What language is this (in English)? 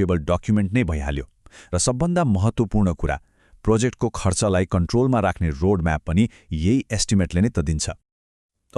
Nepali